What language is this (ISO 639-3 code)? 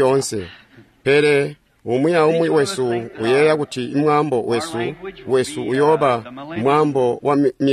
toi